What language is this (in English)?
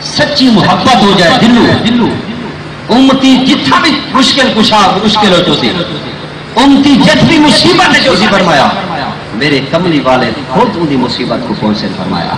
Saraiki